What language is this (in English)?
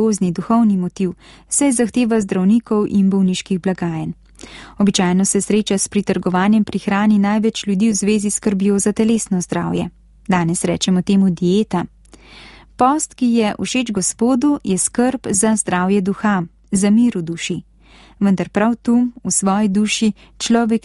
Slovenian